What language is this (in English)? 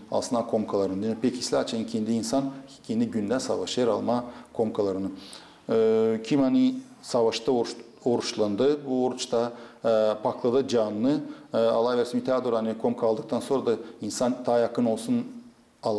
Gagauz